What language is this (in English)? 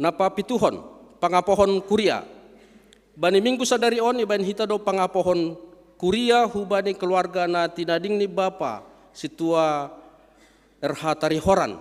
Batak Simalungun